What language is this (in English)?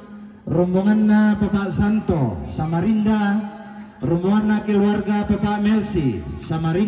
Toraja-Sa'dan